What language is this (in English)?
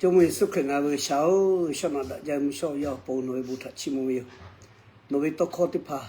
Lahu